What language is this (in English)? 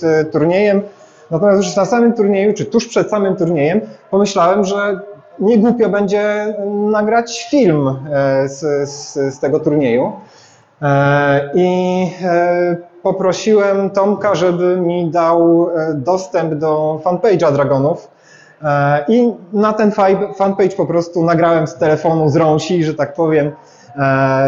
Polish